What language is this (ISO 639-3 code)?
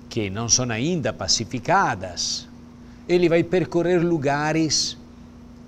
por